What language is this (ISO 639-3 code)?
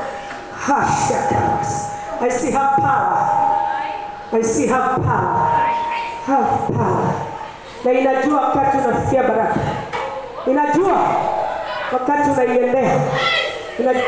swa